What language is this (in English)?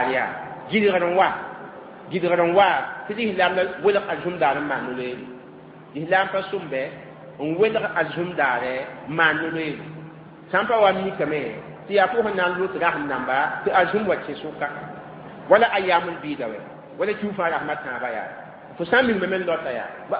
Mossi